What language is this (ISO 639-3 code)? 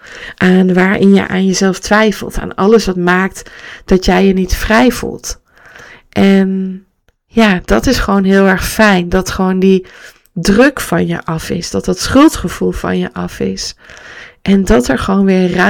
nld